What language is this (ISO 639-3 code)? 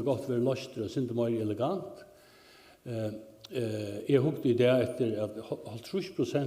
fao